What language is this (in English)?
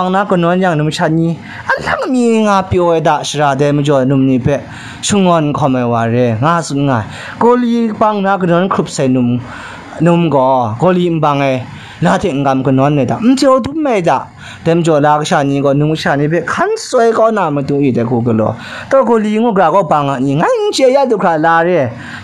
Kachin